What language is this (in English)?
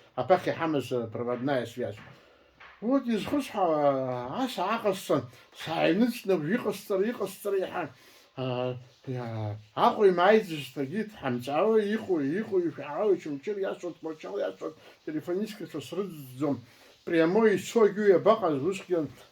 Abkhazian